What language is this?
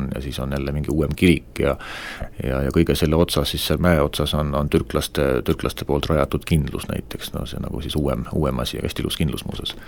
Estonian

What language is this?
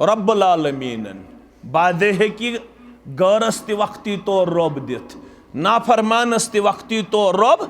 Kashmiri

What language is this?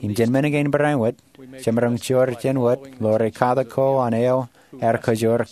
Marshallese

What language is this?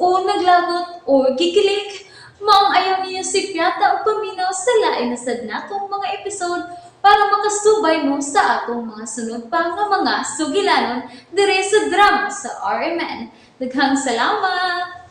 Cebuano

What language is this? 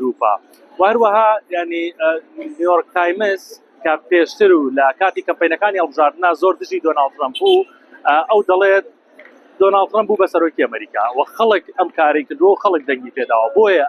Central Kurdish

